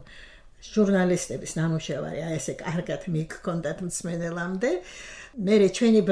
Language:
Georgian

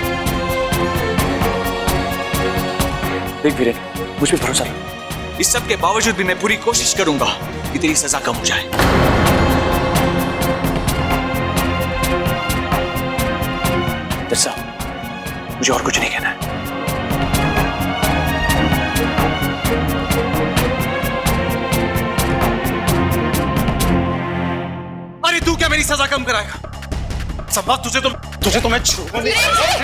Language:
Hindi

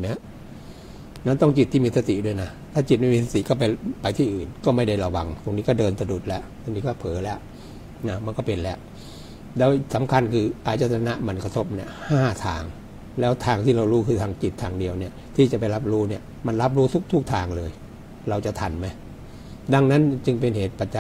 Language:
Thai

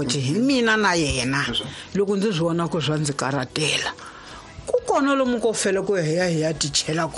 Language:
Tsonga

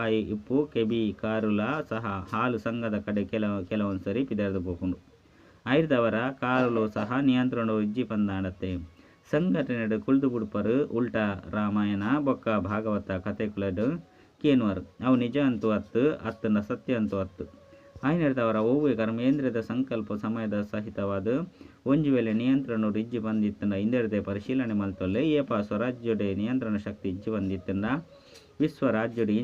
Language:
Tulu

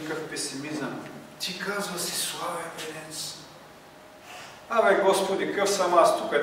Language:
Bulgarian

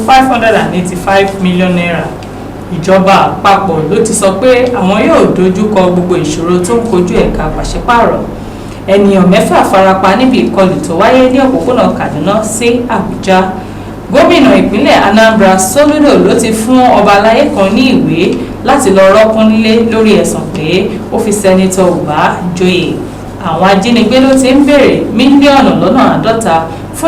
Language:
Yoruba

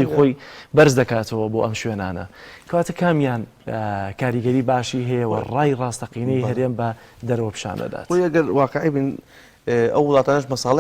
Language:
Central Kurdish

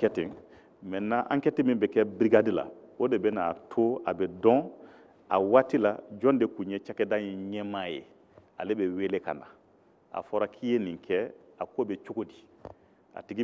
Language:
Bambara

